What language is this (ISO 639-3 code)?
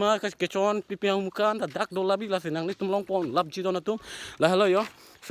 mjw